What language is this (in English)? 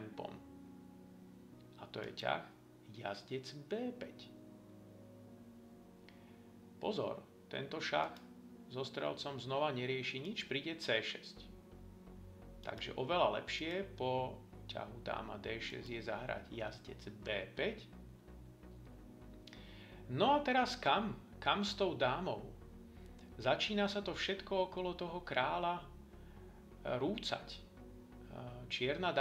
Slovak